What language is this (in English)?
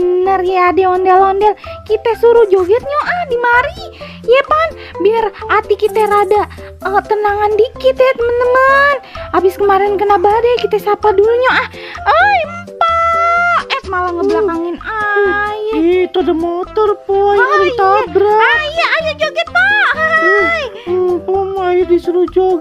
Betawi